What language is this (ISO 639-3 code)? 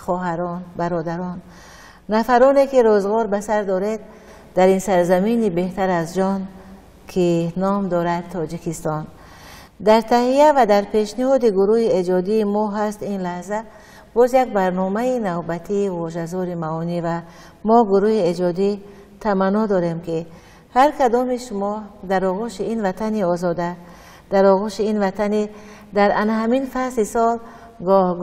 tgk